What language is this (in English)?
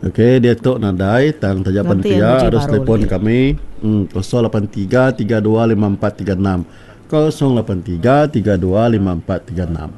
Iban